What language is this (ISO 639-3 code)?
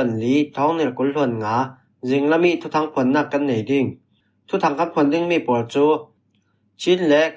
cfm